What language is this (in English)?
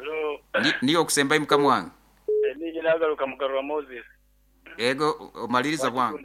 Nyankole